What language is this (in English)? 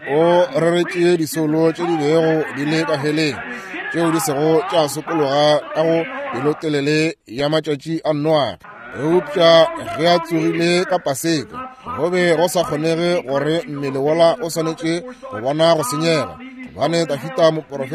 Northern Sotho